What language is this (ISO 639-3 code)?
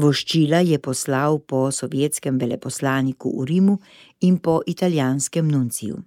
slv